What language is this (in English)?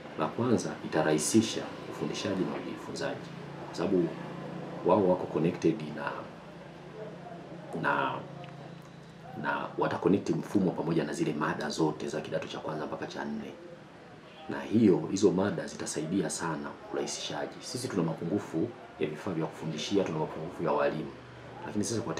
Swahili